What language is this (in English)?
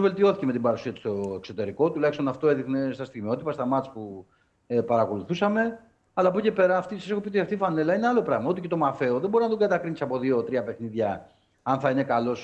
Greek